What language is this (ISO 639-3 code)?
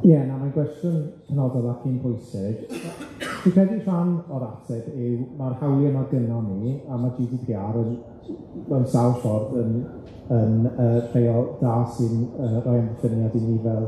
cym